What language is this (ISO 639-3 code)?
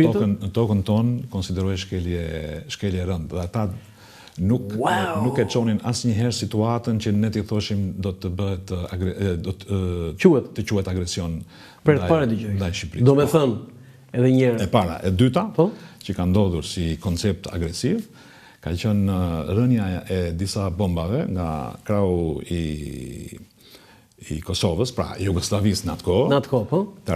sqi